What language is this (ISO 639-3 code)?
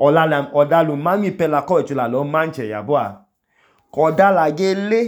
idu